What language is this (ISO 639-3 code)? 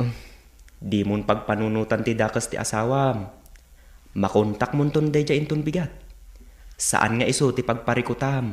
ilo